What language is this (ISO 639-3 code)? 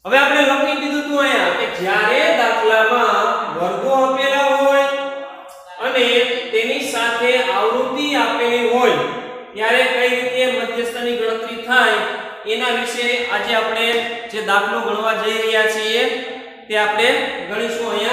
guj